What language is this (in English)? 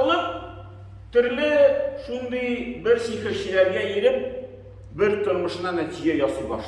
Tatar